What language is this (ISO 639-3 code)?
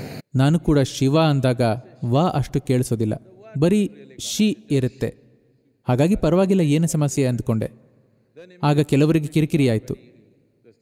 kan